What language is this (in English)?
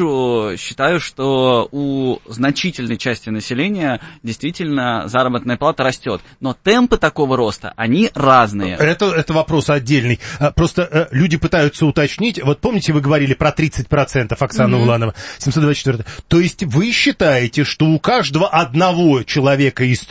Russian